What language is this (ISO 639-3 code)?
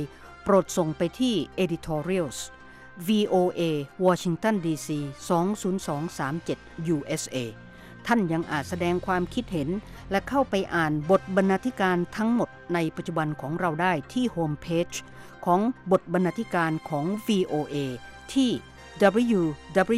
tha